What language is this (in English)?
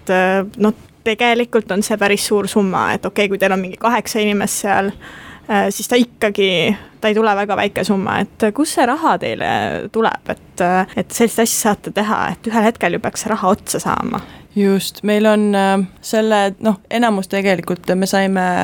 Estonian